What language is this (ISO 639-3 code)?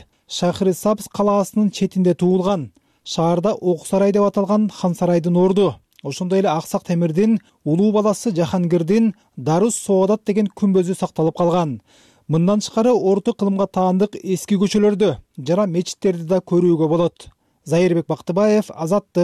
kir